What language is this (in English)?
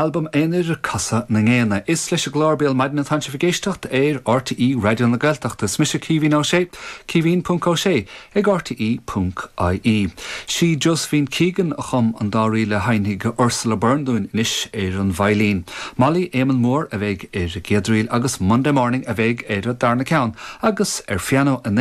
Irish